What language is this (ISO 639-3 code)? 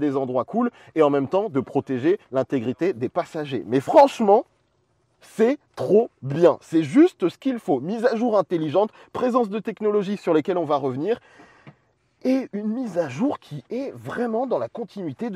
fra